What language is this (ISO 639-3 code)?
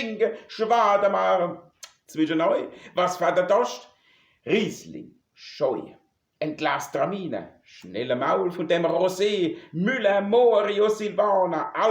pfl